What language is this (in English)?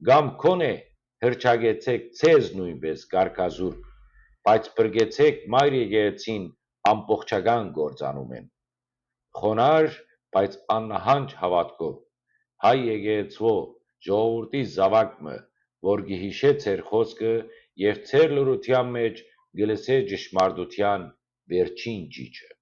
Western Armenian